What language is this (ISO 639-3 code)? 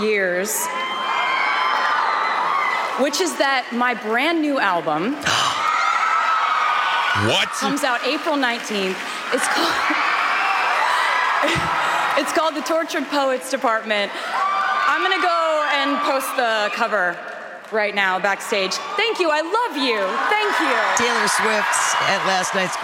eng